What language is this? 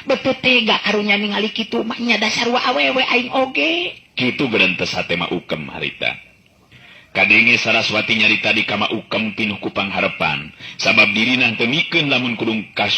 Sundanese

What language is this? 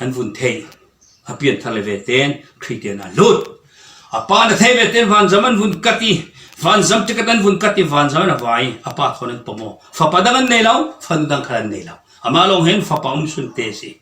Falam Chin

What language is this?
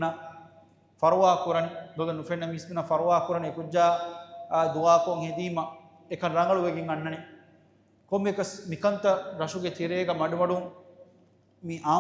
Divehi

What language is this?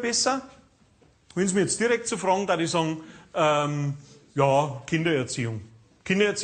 Bavarian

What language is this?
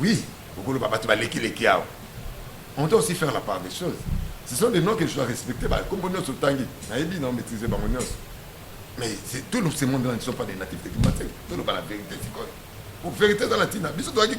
Lingala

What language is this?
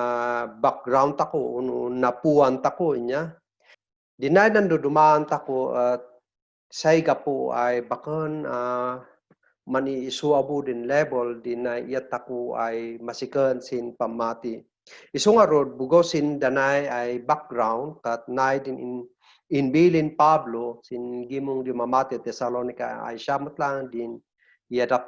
Kankanaey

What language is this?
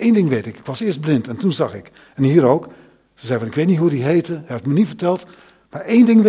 Dutch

